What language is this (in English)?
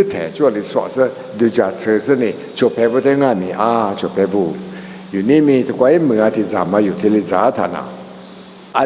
Lisu